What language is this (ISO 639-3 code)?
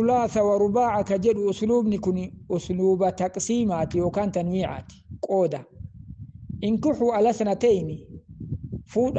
orm